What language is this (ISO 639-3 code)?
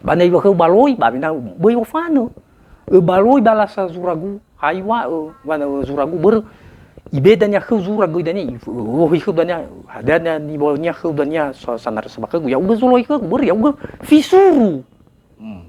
nia